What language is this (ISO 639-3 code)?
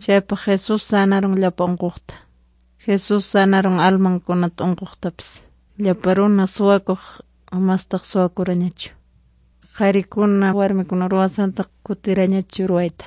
quy